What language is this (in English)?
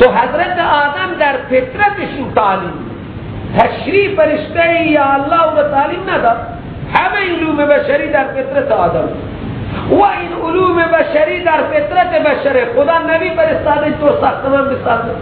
Persian